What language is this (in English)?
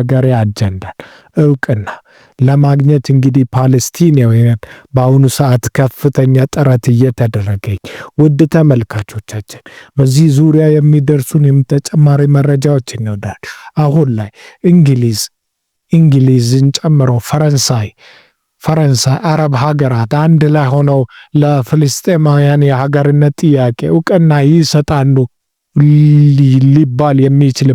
Amharic